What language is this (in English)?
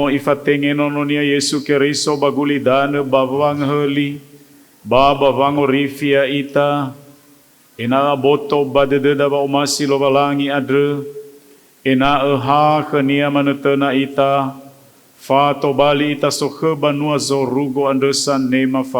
Nias